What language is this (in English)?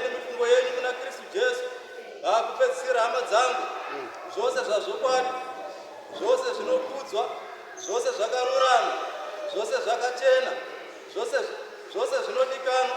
Shona